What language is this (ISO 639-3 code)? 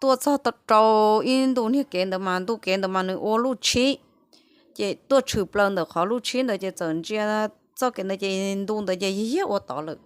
hmn